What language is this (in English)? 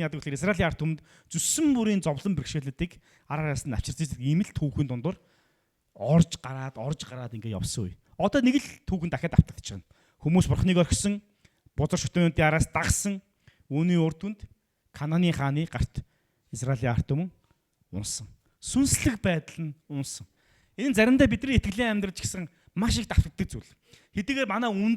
Mongolian